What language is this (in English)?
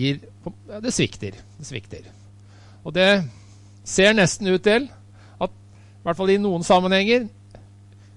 Norwegian